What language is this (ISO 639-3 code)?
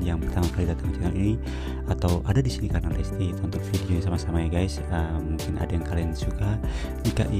ind